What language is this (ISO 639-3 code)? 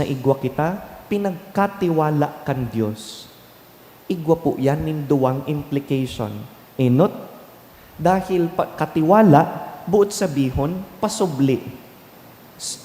bik